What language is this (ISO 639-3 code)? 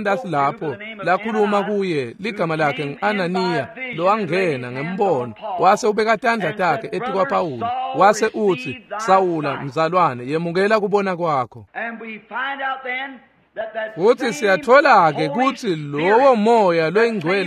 ssw